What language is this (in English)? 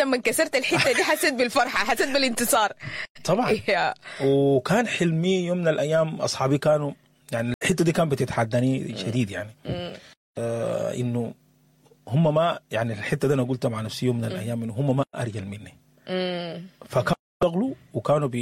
Sudanese Arabic